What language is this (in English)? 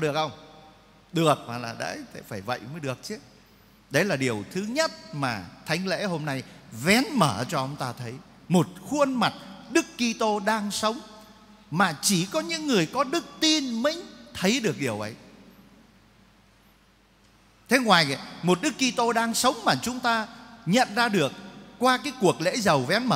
Vietnamese